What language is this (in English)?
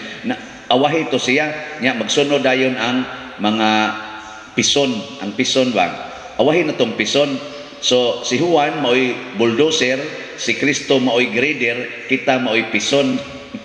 Cebuano